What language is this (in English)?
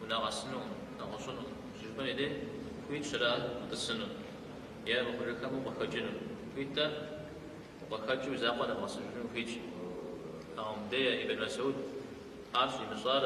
Kabardian